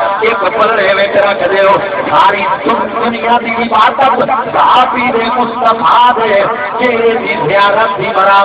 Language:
Saraiki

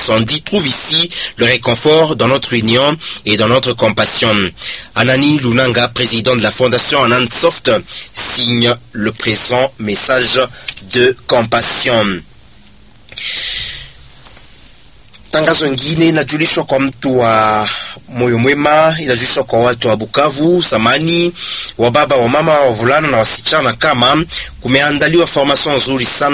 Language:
Swahili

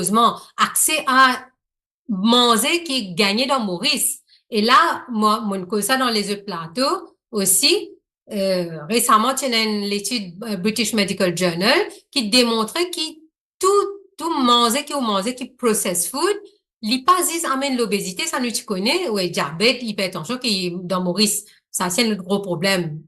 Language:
Morisyen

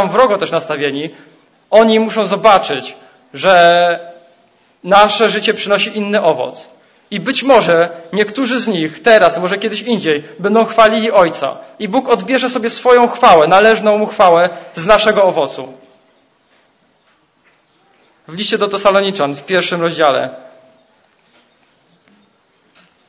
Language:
Polish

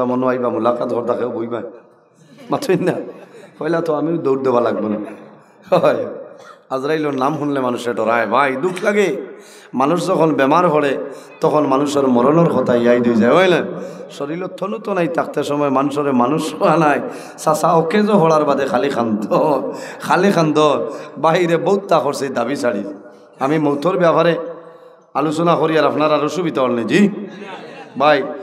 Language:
Sylheti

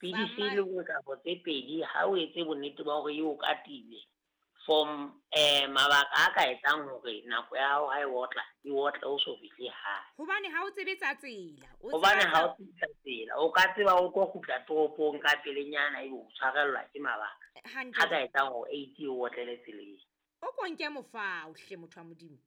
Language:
Southern Sotho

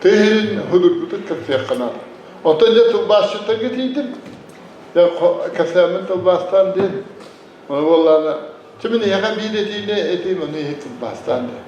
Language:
Yakut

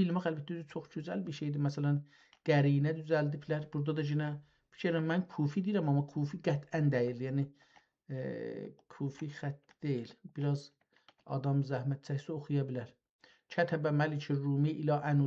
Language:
South Azerbaijani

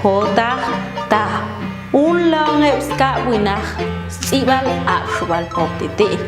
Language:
Popti'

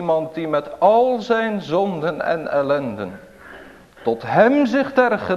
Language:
Dutch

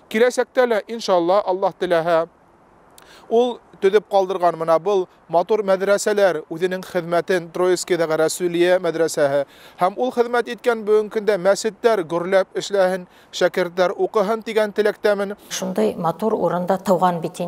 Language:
Bashkir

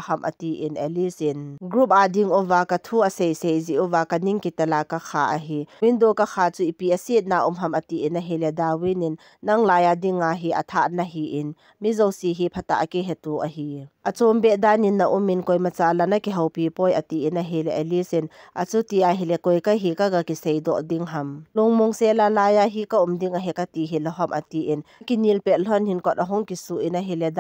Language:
Thado Chin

